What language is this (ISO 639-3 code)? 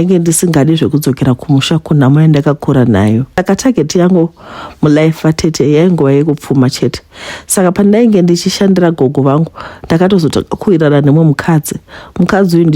sna